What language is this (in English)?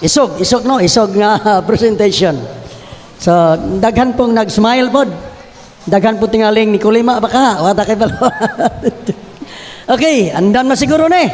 Cebuano